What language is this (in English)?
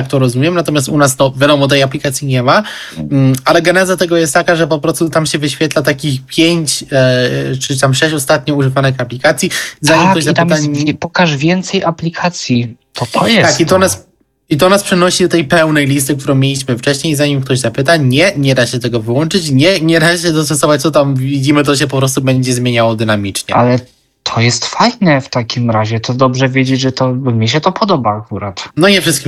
Polish